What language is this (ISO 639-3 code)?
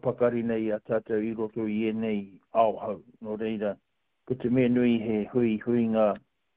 mri